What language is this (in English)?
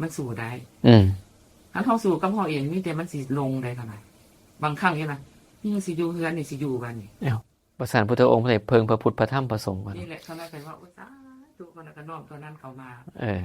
Northeastern Thai